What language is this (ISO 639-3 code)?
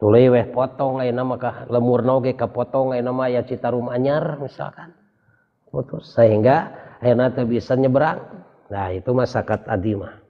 sun